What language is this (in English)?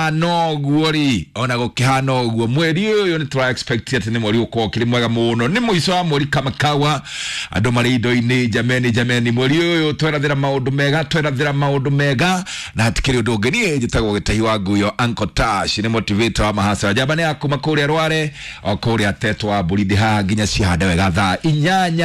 Kikuyu